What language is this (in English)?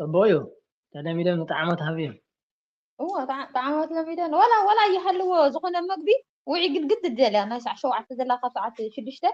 Tigrinya